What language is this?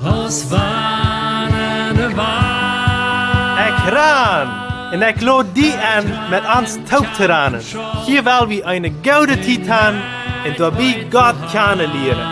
Plautdietsch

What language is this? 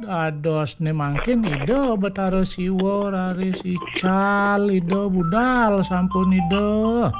Balinese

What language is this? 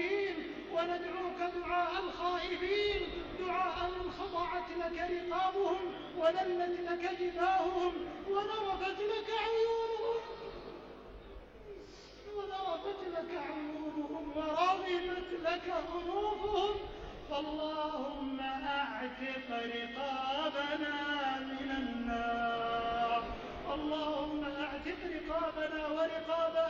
Arabic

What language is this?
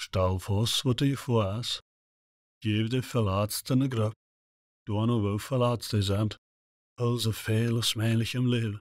Plautdietsch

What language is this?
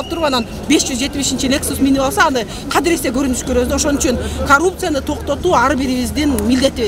Kyrgyz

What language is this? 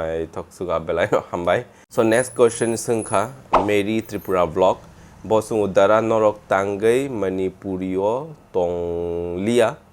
Kok Borok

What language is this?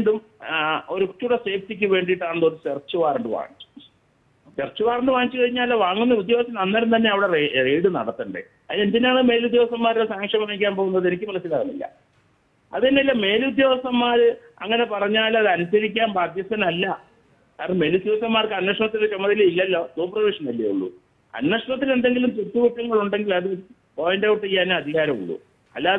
Malayalam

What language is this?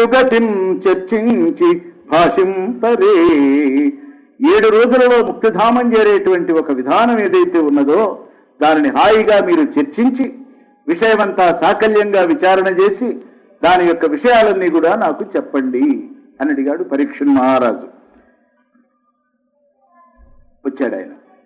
Telugu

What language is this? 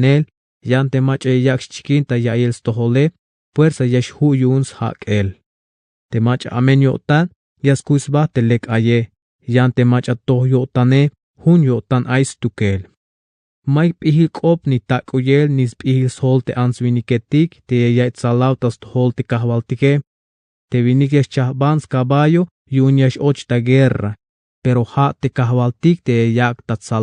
Tzeltal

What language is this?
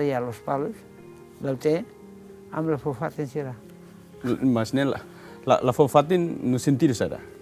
Tetum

